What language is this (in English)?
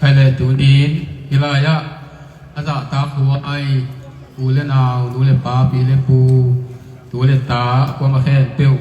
Tedim Chin